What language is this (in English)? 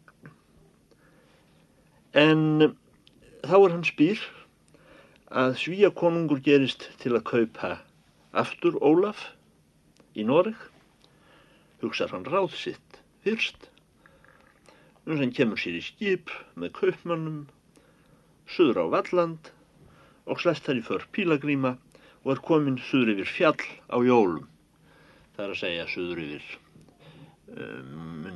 Icelandic